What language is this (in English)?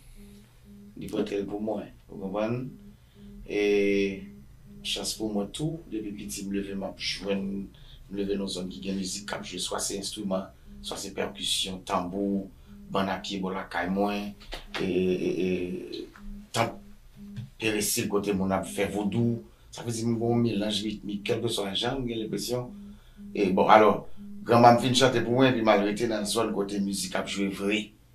Haitian Creole